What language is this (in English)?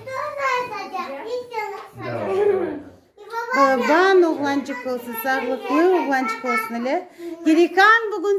Crimean Tatar